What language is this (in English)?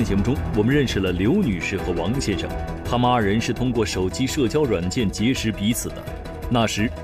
Chinese